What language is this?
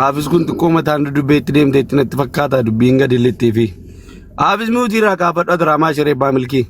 Oromo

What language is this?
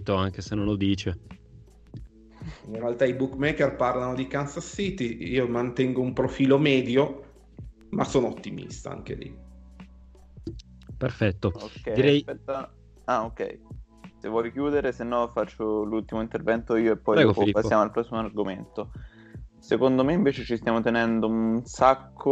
Italian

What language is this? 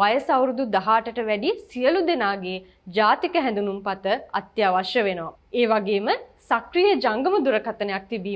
Sinhala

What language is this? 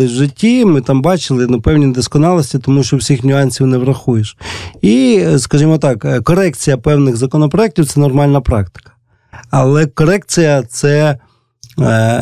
Ukrainian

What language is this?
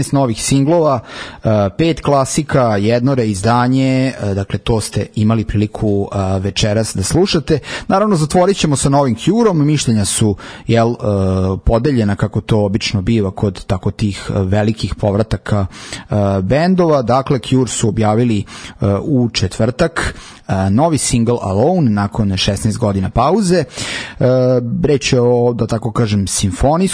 Serbian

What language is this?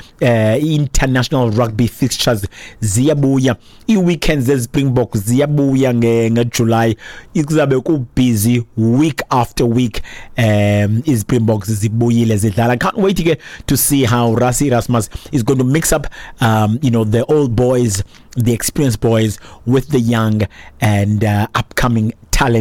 Xhosa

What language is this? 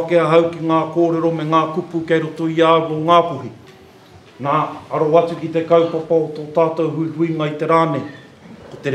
Māori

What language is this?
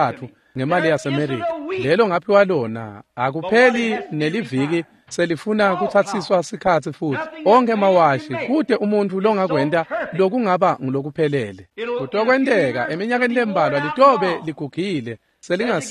Swati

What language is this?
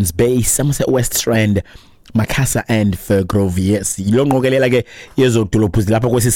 Xhosa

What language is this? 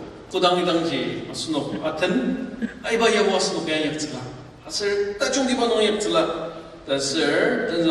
Ao Naga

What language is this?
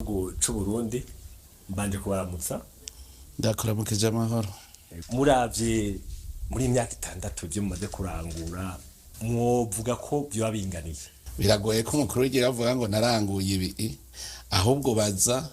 Rundi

